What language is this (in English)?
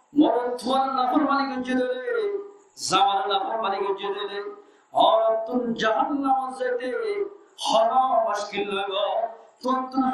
Rohingya